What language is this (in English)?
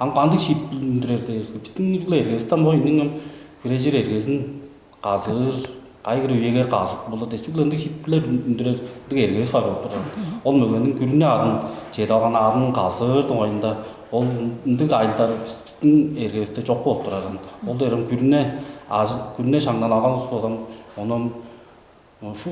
Tuvinian